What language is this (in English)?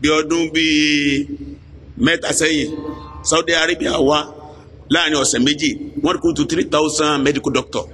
Yoruba